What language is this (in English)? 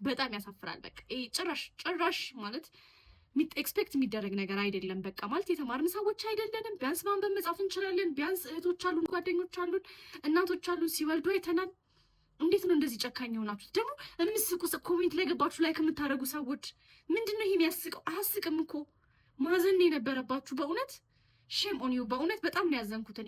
Amharic